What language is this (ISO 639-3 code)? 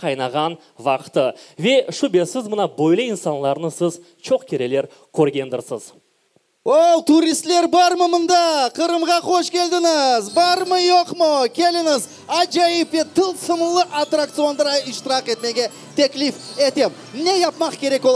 crh